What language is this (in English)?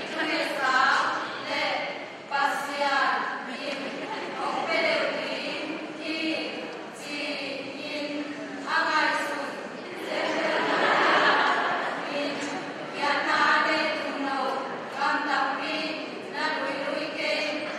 Tedim Chin